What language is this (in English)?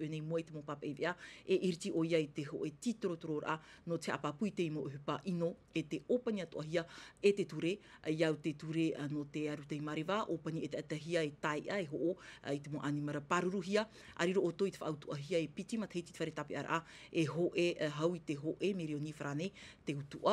Tahitian